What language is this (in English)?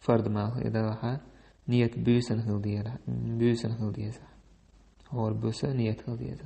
Chechen